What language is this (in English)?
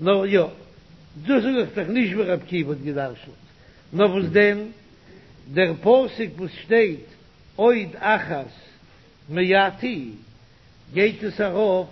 Yiddish